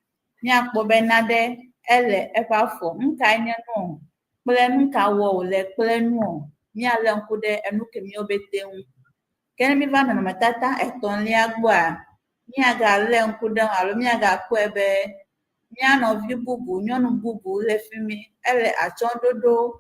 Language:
Ewe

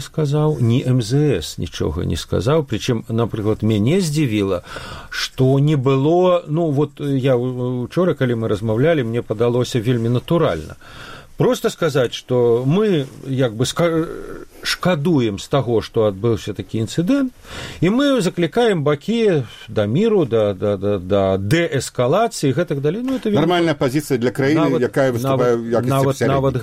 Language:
Belarusian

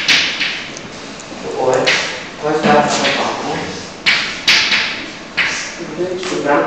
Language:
Romanian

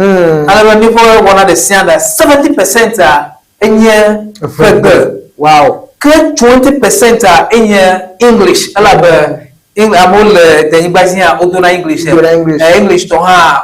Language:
Ewe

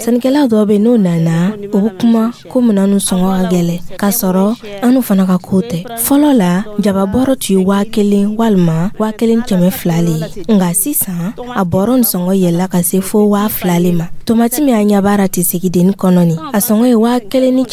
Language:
Dyula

